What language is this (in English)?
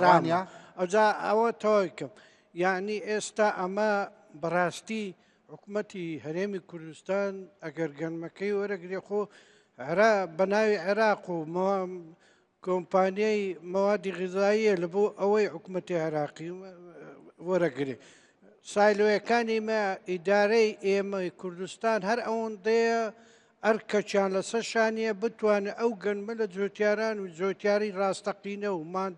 Central Kurdish